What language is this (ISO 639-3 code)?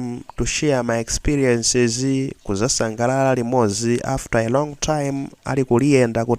nya